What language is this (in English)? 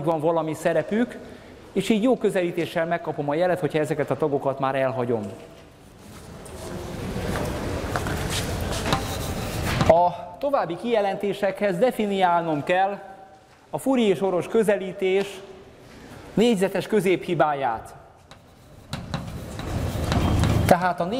Hungarian